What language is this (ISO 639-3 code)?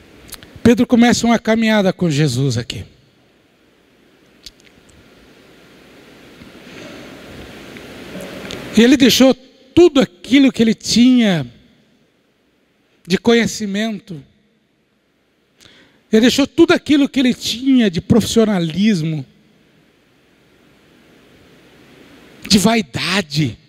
por